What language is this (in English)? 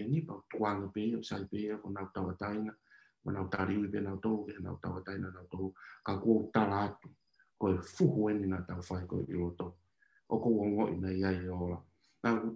Tongan